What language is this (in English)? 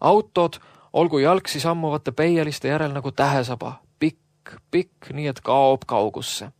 Estonian